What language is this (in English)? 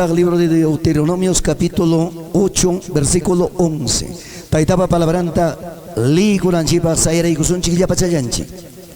Ayacucho Quechua